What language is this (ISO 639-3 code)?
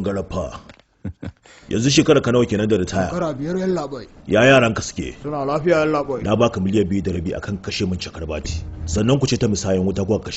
hau